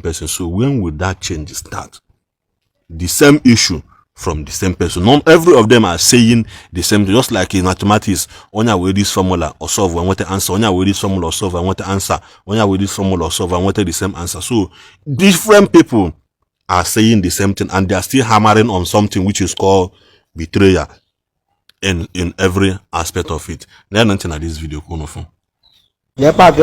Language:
Igbo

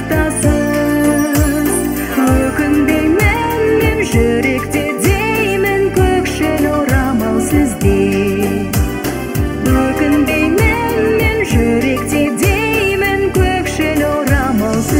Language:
Kazakh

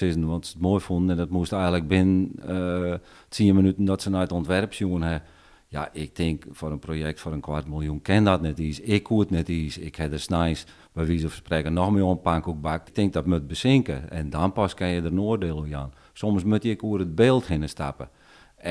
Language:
Western Frisian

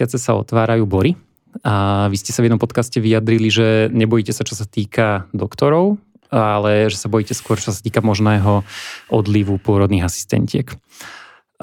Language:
Slovak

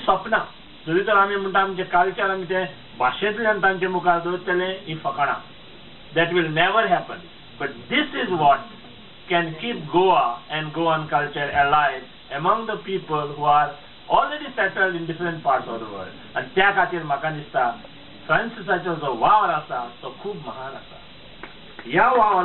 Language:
Konkani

